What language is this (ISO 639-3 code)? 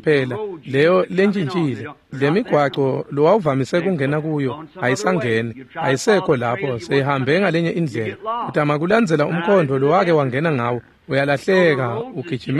ssw